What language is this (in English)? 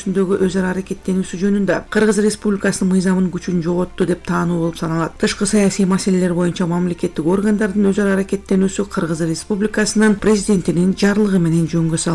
Kyrgyz